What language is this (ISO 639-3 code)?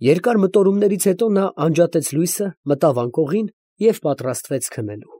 hye